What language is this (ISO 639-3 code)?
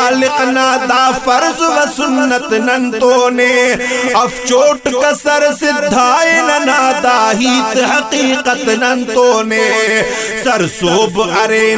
brh